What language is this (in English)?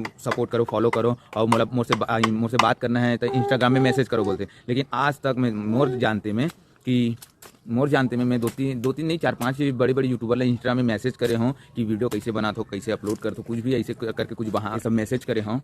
Chhattisgarhi